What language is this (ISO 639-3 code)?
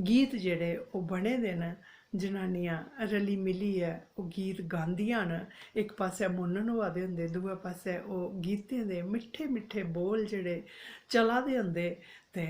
doi